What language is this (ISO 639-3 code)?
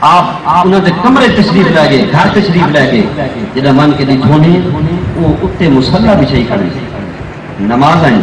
skr